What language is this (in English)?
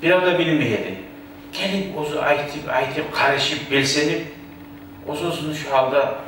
Kumyk